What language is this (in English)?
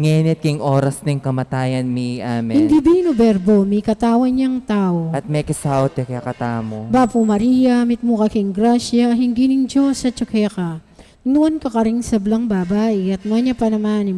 Pampanga